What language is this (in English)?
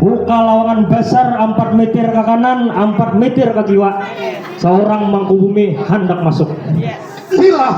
Banjar